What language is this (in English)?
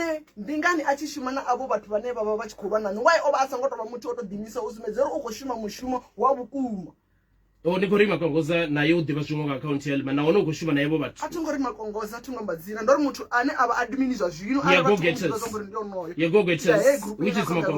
Venda